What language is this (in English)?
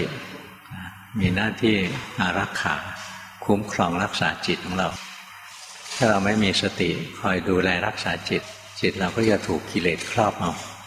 Thai